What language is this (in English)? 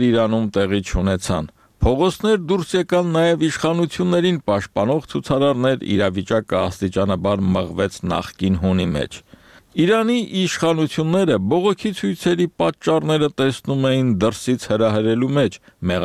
Armenian